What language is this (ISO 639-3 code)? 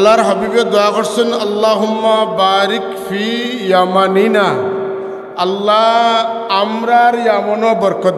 syl